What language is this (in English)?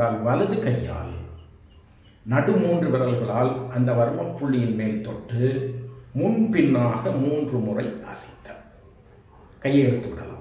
Tamil